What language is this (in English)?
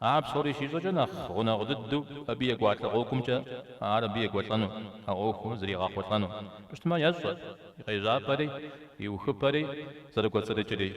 Kabardian